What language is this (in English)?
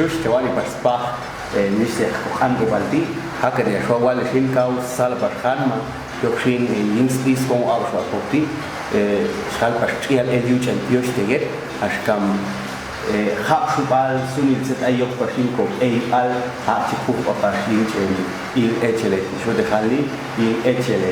Popti'